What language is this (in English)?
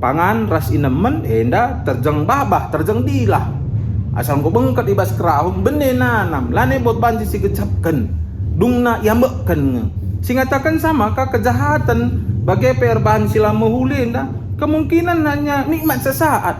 Batak Karo